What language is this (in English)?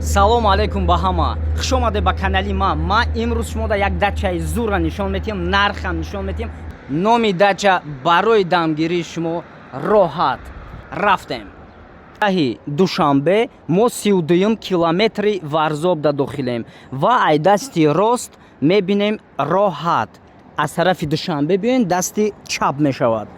Tajik